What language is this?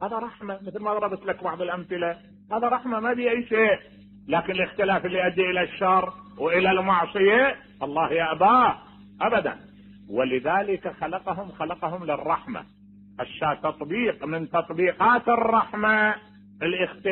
Mesopotamian Arabic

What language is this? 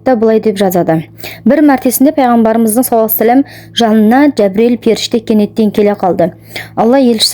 Kazakh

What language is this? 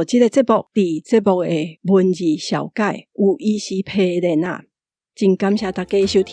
Min Nan Chinese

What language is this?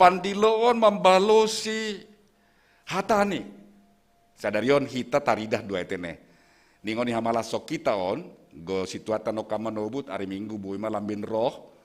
Batak Simalungun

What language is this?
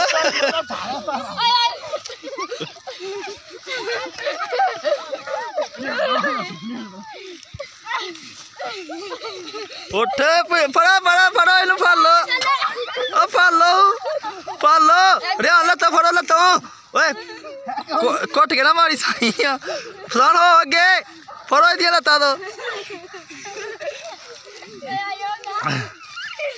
Punjabi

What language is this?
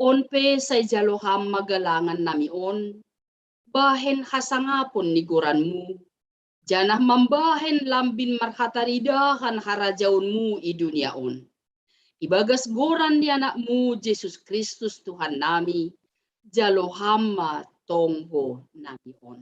Batak Simalungun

